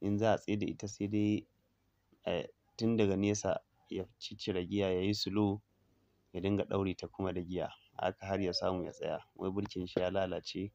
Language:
Hausa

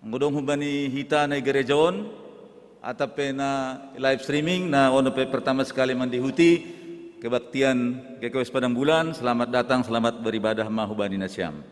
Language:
Batak Simalungun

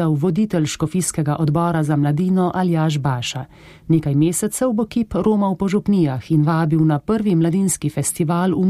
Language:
Slovenian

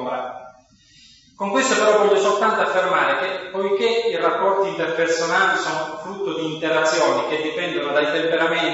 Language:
Italian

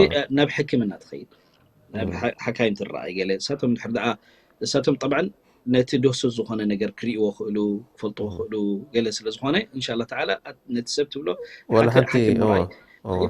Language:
Tigrinya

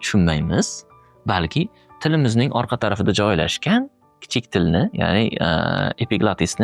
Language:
Uzbek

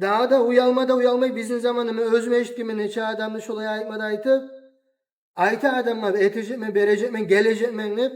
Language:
Kumyk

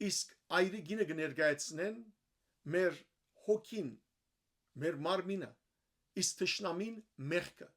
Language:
Western Armenian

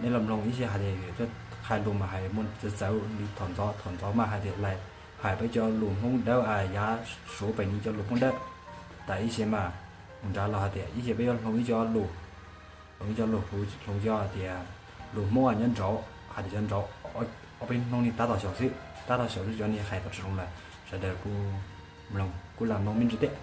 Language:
Hmong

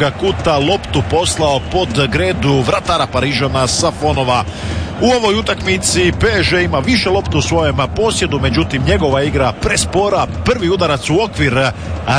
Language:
Croatian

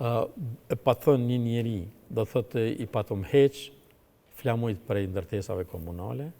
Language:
Albanian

